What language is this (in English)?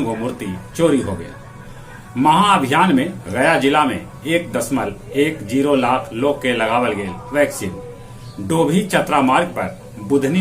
Magahi